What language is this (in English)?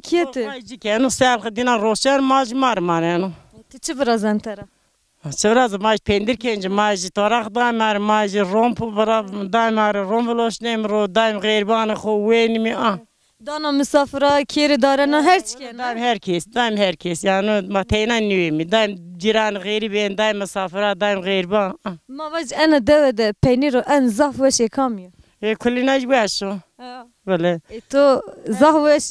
Zaza